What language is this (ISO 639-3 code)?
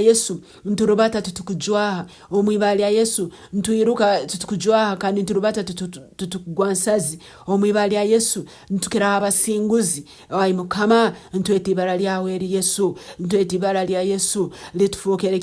nyn